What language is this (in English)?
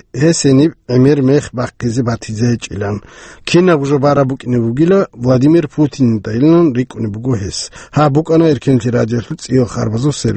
Avaric